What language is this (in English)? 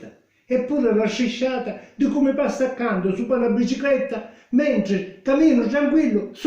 Sicilian